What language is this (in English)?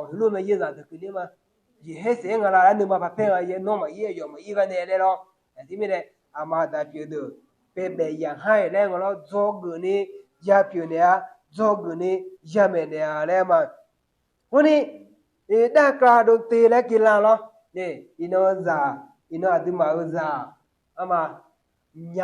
Akha